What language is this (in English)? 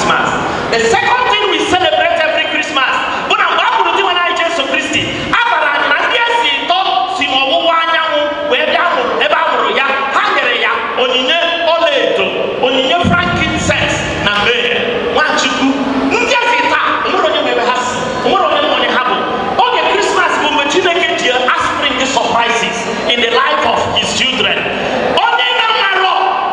Igbo